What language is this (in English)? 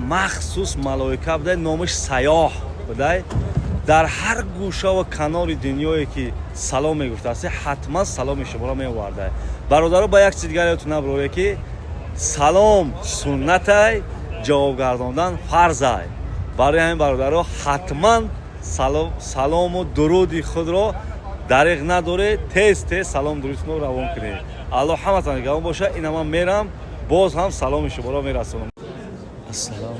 Tajik